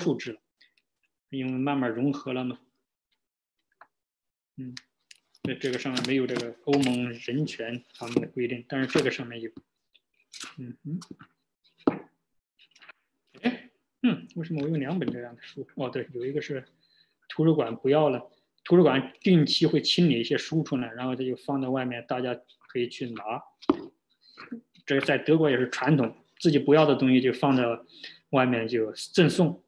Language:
Chinese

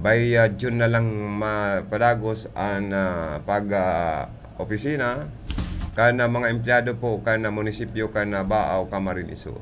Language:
Bikol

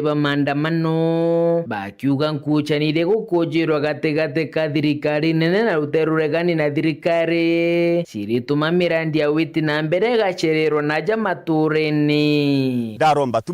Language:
Meru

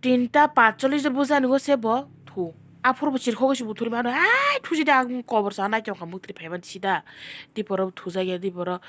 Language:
Kok Borok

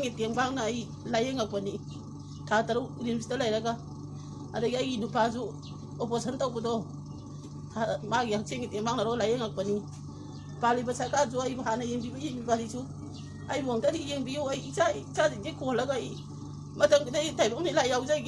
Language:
Manipuri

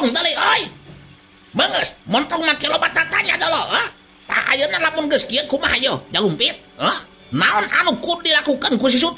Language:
Sundanese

